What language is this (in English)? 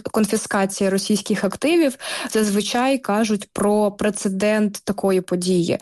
Ukrainian